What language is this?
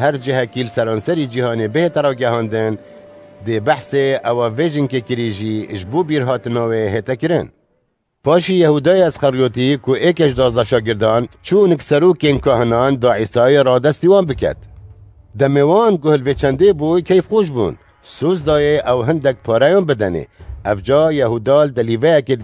Kurdish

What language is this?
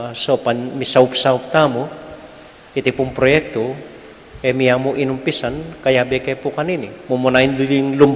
Pampanga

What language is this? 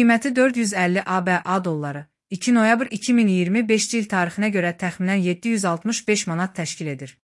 Azerbaijani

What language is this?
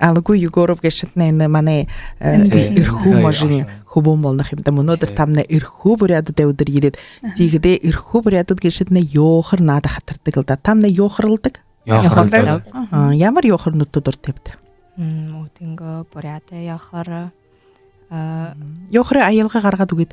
Buriat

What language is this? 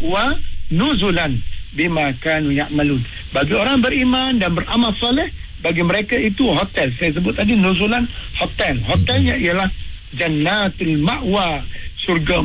Malay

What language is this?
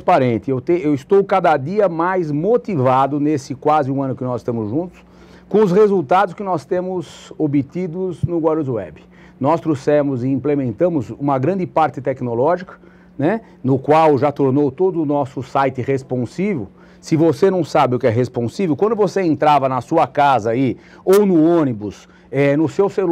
Portuguese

